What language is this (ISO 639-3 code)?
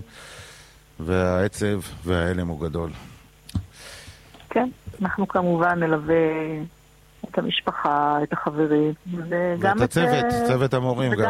heb